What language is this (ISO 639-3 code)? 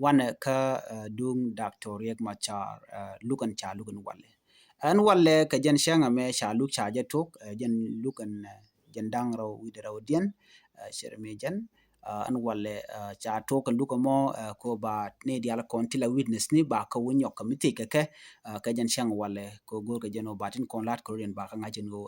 nus